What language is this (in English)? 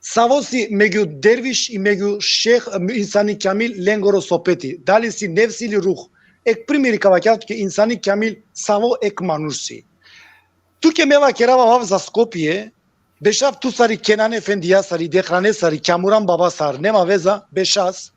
Balkan Romani